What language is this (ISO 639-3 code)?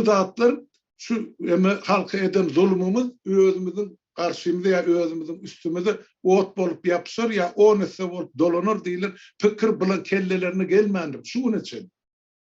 tuk